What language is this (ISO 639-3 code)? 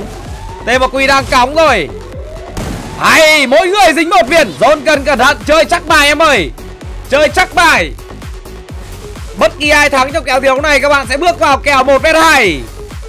vie